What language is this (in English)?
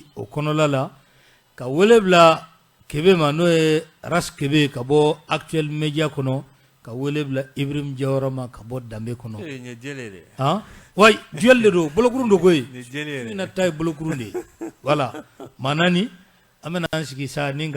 Bambara